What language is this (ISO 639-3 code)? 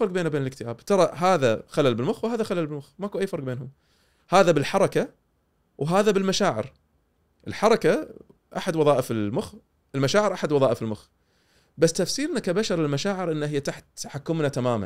afb